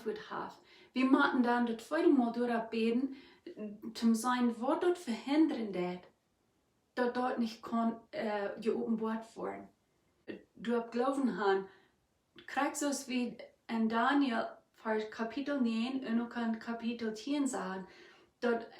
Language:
Plautdietsch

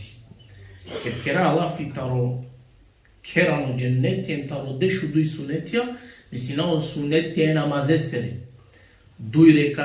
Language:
Balkan Romani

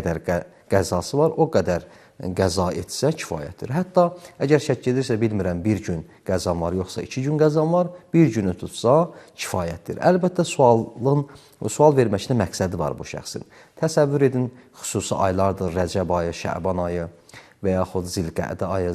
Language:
Azerbaijani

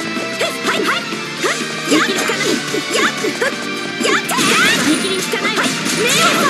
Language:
Japanese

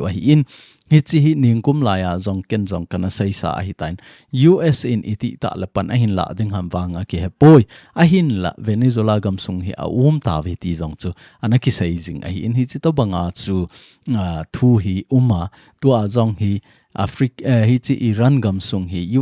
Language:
Thado Chin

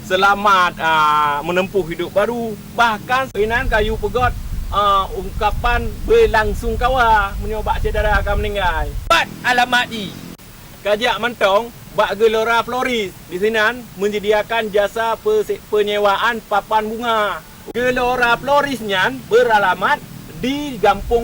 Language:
Achinese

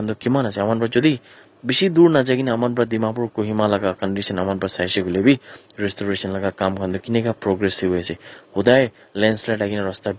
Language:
Naga Pidgin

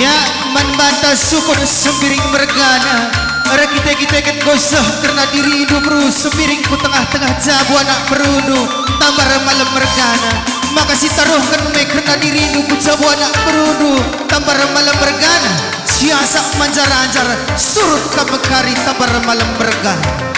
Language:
Batak Karo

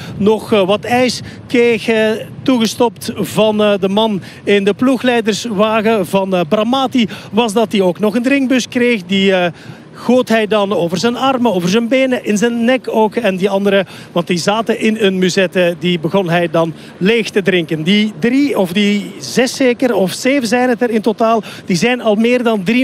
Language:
Dutch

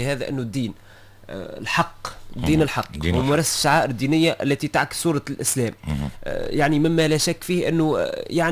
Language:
Tunisian Arabic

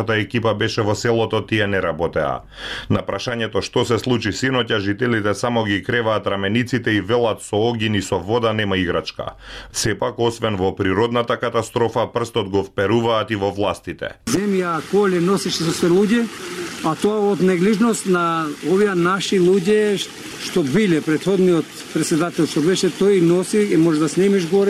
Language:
Macedonian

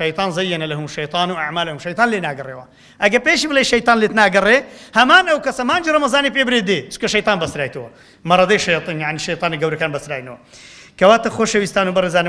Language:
Central Kurdish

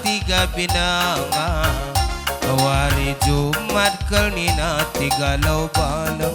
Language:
Batak Karo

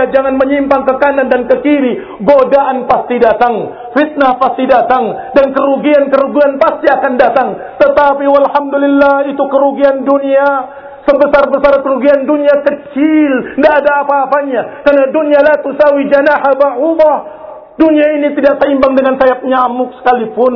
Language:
Indonesian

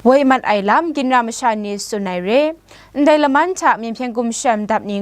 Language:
Kachin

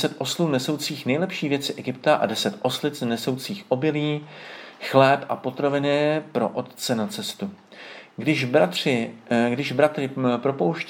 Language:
Czech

